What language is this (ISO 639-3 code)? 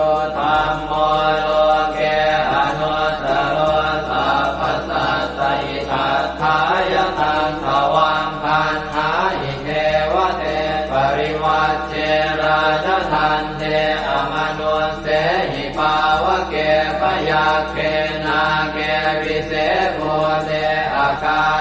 pli